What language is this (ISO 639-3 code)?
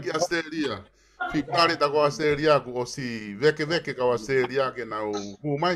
ton